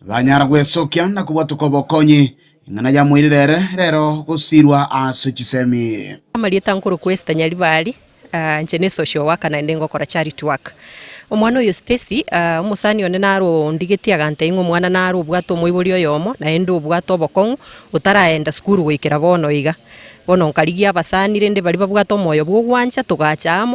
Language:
Gusii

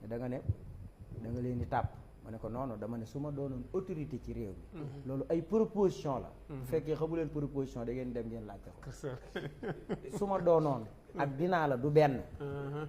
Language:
Wolof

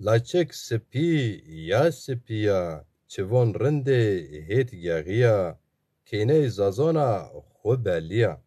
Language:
Zaza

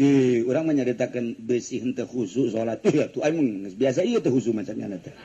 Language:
Sundanese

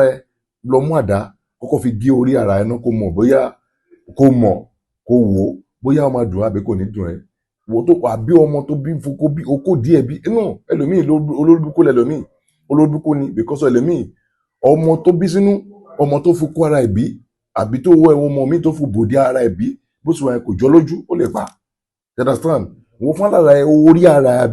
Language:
Yoruba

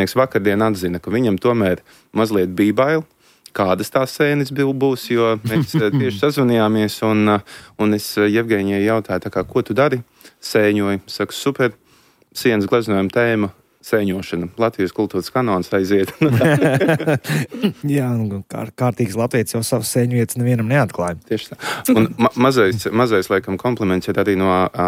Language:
Latvian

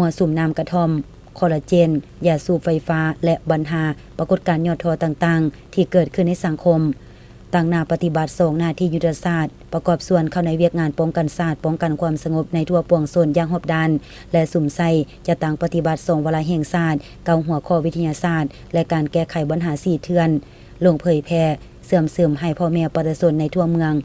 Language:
Lao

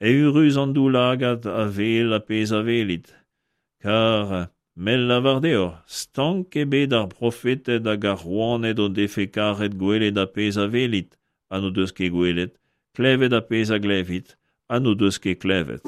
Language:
Breton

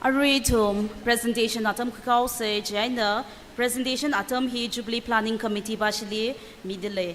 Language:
Tangkhul Naga (India)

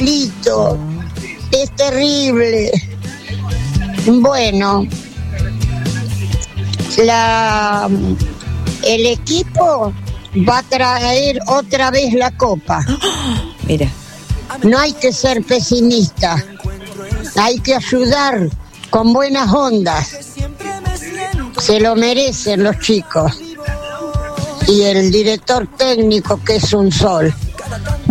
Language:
Spanish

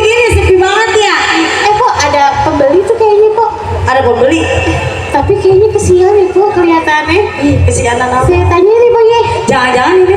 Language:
Betawi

